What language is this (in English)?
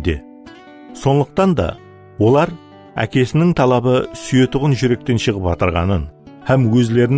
Kara-Kalpak